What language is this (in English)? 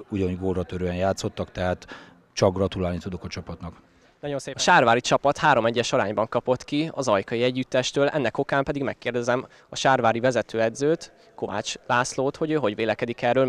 Hungarian